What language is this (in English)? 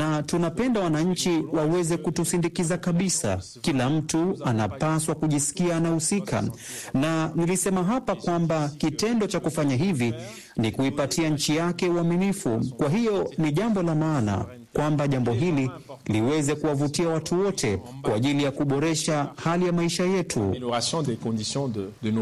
Swahili